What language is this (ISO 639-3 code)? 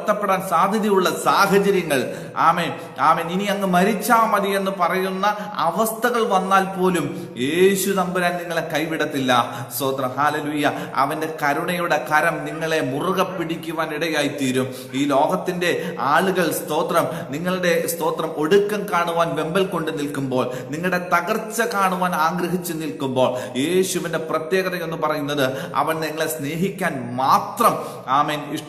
mal